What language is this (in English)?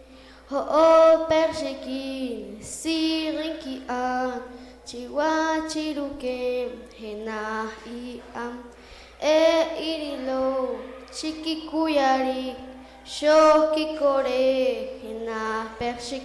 Poqomchi'